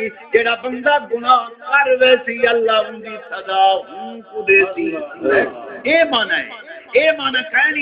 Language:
Saraiki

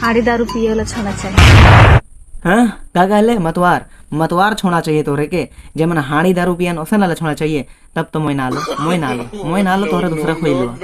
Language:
Sadri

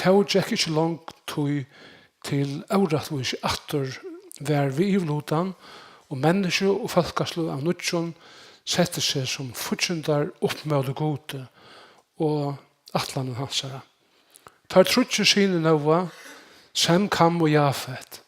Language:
Faroese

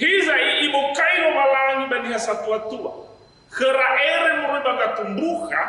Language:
Nias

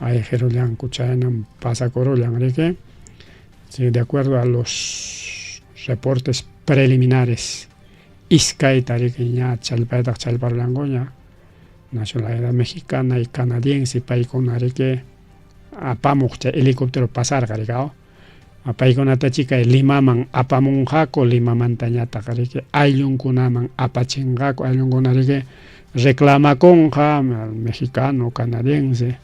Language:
Ayacucho Quechua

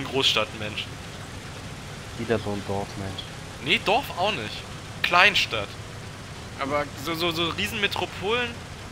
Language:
German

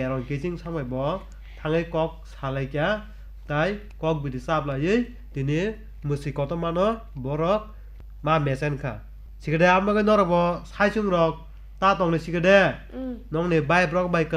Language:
Kok Borok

